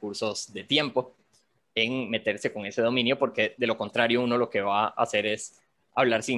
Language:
Spanish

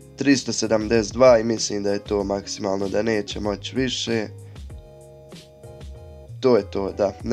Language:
Croatian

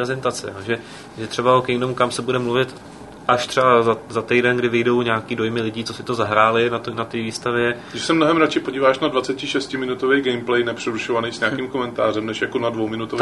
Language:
Czech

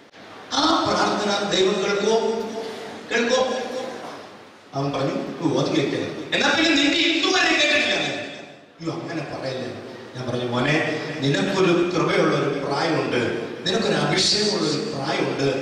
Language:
Malayalam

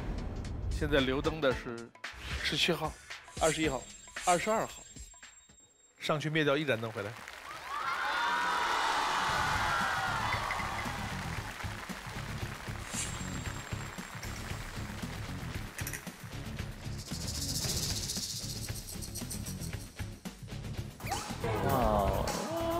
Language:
Chinese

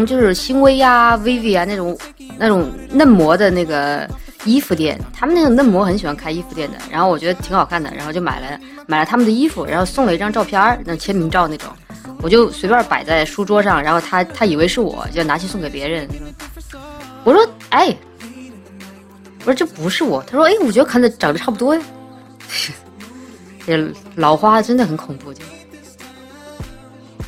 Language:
Chinese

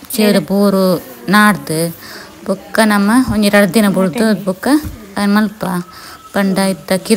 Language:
Tulu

